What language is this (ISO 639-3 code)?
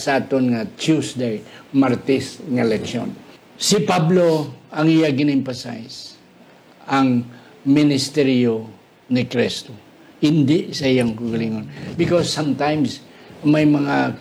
hil